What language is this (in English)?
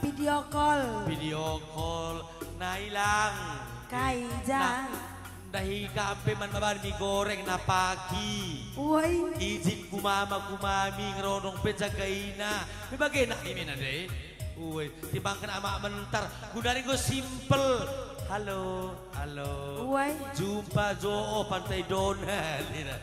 Batak Karo